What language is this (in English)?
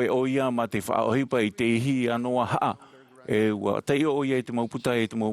Tahitian